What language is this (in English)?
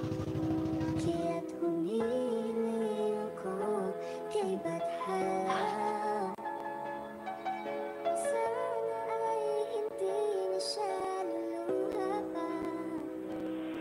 Filipino